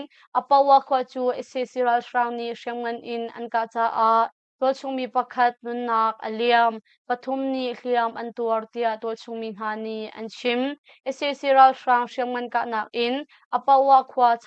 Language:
Hakha Chin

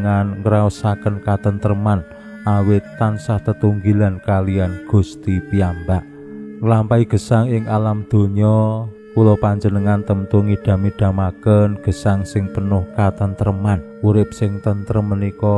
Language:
Javanese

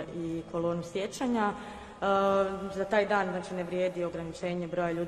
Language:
Croatian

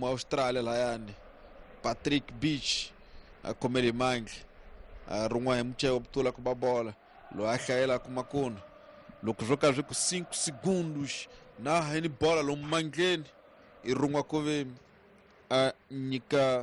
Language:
Tsonga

